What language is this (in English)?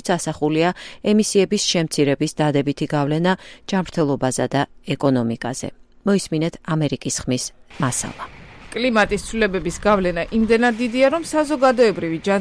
Georgian